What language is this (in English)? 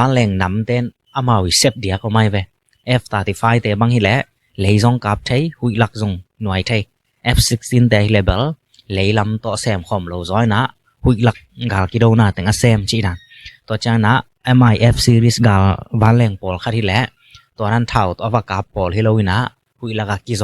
Tedim Chin